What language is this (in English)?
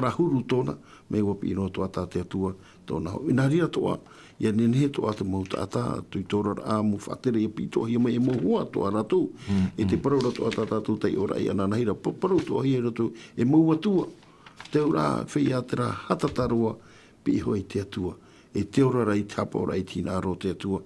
Tahitian